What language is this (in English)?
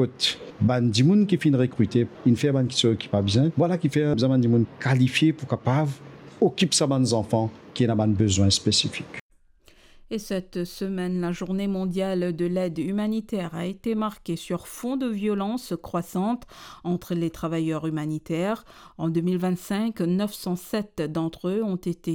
Morisyen